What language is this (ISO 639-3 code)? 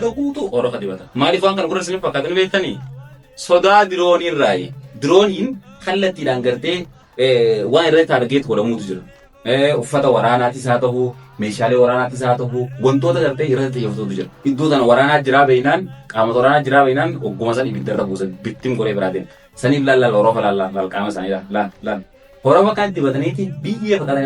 orm